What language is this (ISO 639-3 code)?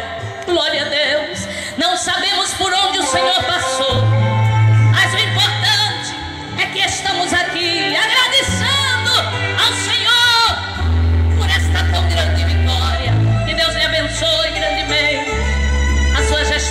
por